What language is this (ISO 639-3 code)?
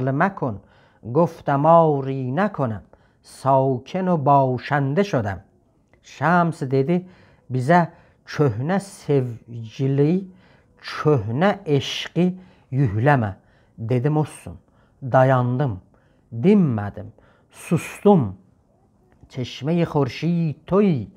azb